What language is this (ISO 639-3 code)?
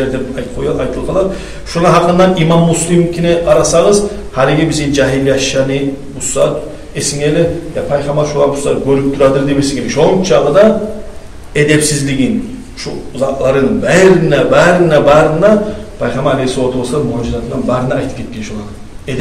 kum